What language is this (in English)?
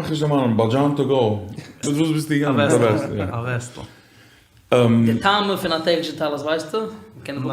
Yiddish